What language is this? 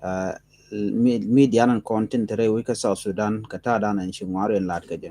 Nuer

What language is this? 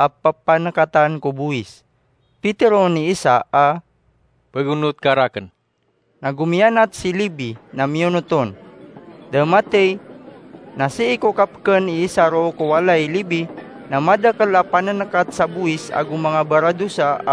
Maranao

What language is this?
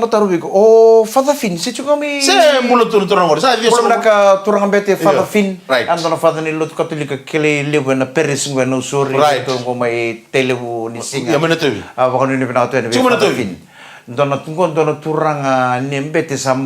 Fijian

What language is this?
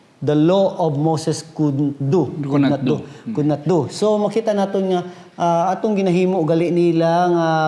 Hiligaynon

